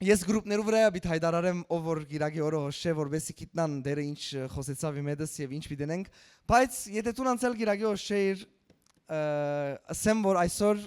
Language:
Western Armenian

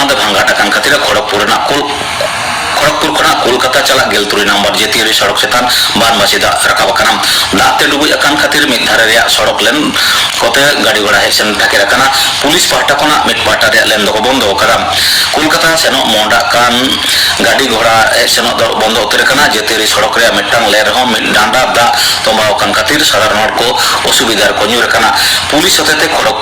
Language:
Santali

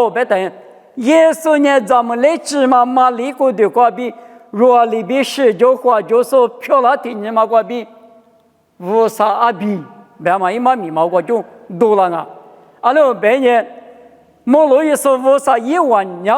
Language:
Lisu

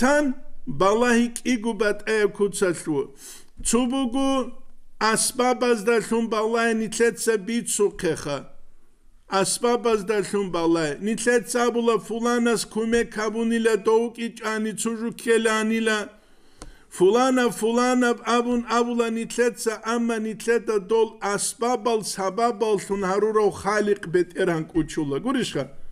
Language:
Avaric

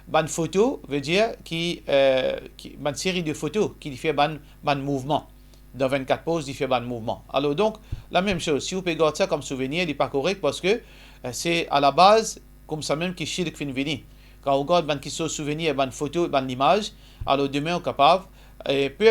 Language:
Morisyen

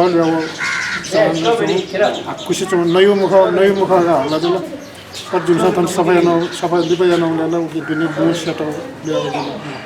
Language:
Newari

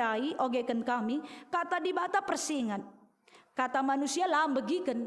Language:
Batak Karo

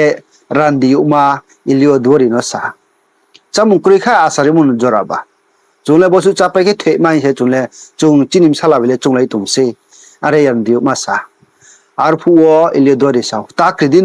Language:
Riang (India)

